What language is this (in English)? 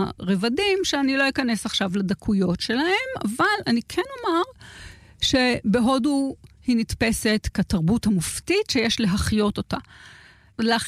Hebrew